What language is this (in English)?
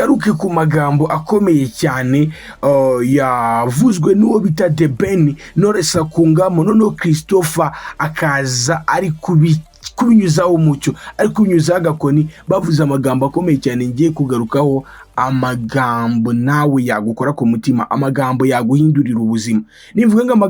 Kinyarwanda